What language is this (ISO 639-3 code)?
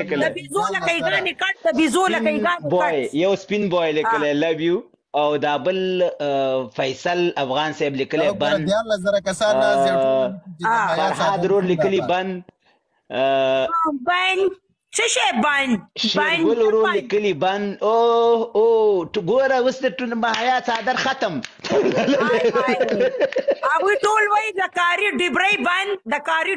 pus